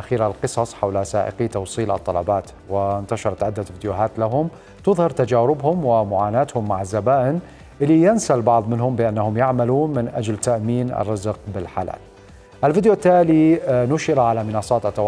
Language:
Mesopotamian Arabic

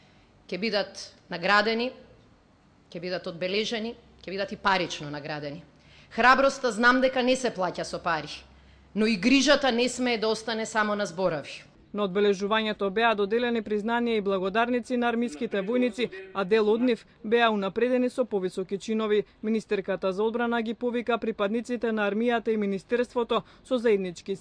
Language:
Macedonian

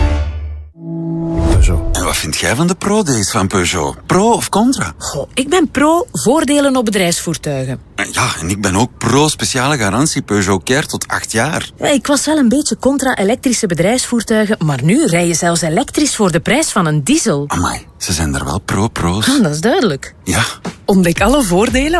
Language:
Dutch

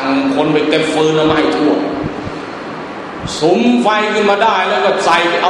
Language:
Thai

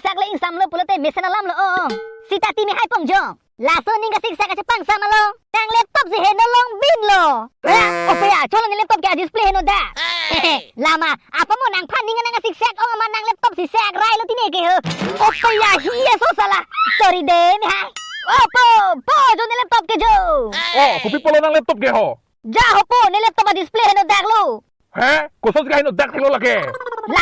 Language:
Karbi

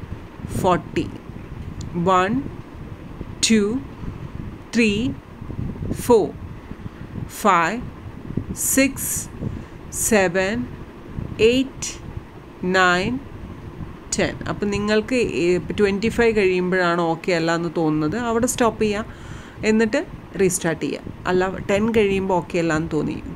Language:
Malayalam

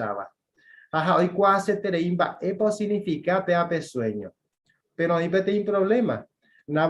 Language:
Guarani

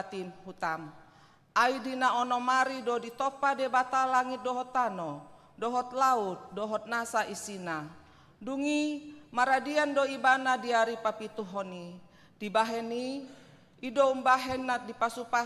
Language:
Batak Toba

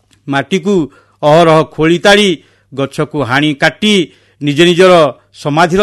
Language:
Odia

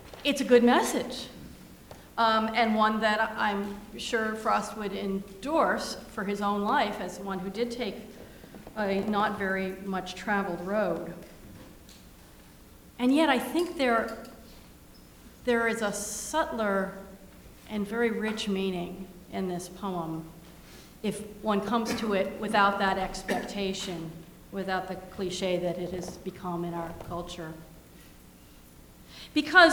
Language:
English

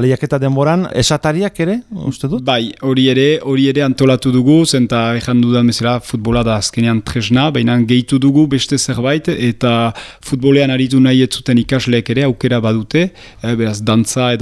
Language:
Basque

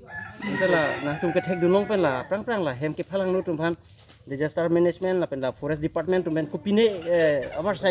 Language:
Karbi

